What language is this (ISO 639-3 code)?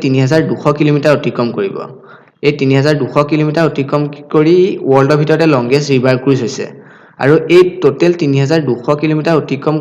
asm